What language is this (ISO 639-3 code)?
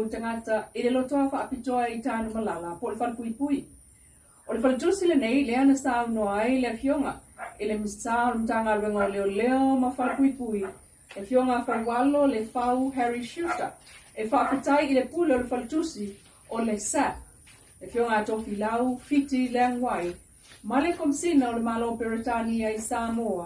smo